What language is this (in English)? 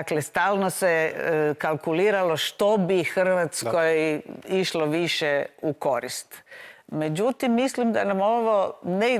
Croatian